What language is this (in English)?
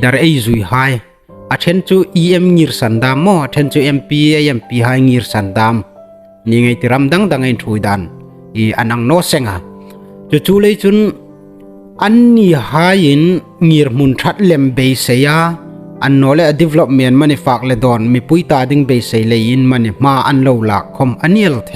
Hmar